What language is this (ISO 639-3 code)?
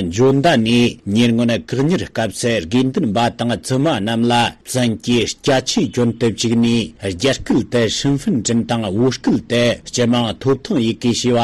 bod